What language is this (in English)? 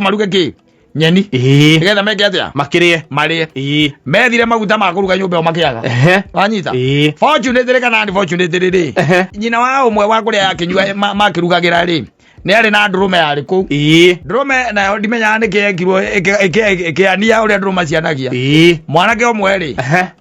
Kikuyu